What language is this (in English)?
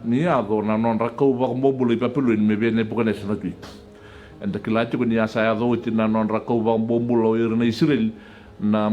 Fijian